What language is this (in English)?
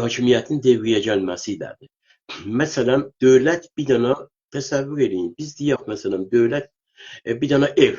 South Azerbaijani